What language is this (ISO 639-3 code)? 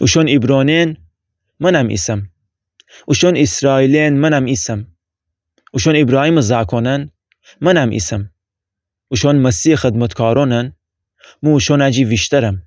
glk